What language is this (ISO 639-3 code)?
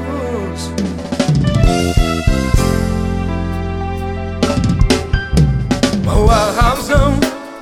por